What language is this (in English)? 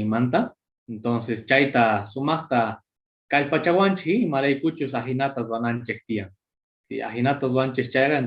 Quechua